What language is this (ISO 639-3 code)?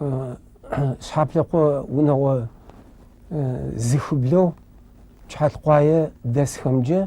ady